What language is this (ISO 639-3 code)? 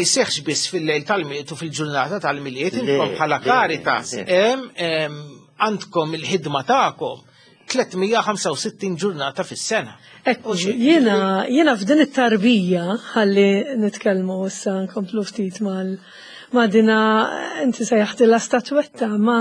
mlt